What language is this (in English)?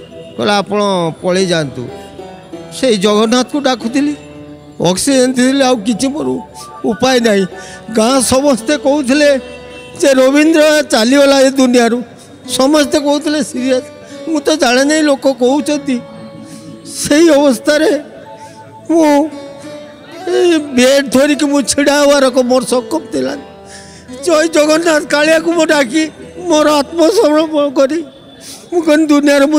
Odia